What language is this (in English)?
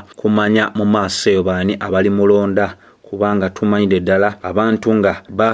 Ganda